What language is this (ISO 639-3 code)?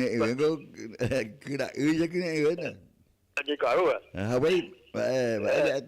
grn